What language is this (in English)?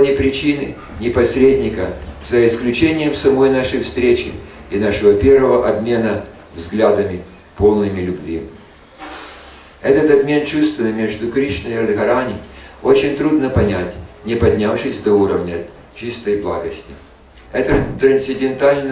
Russian